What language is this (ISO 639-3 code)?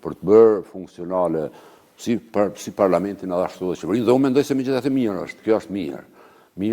sqi